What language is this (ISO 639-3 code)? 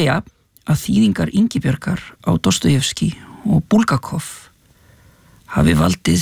isl